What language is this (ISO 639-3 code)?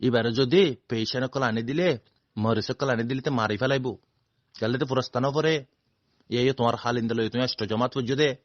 rhg